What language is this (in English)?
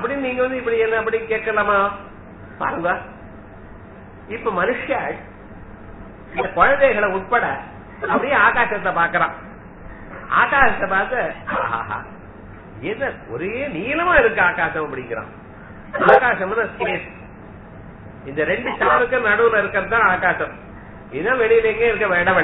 Tamil